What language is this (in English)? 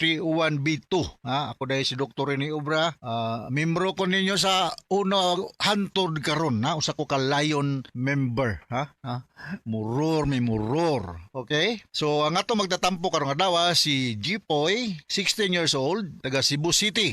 Cebuano